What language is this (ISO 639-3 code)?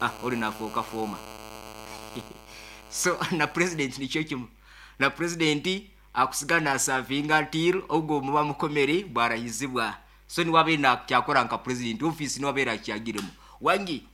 nyo